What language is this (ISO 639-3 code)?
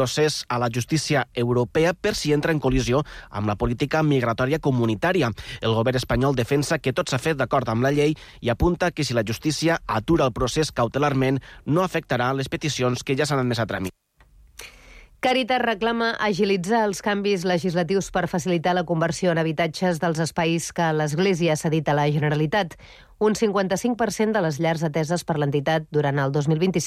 cat